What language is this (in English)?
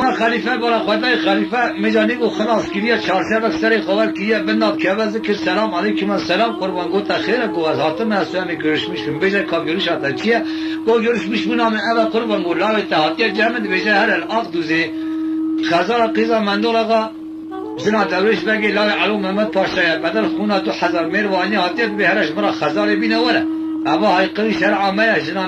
Kurdish